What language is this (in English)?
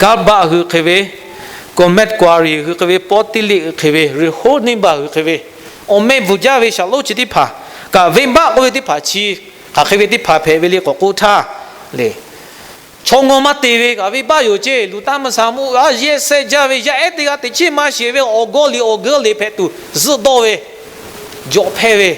Lahu